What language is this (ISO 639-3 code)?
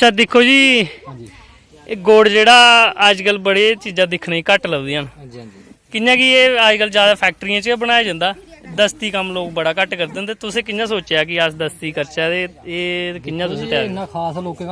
doi